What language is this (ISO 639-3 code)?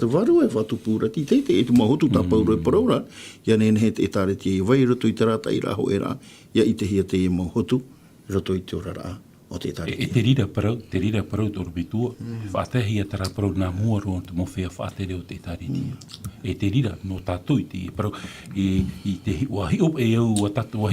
tah